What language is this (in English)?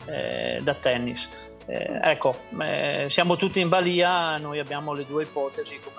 Italian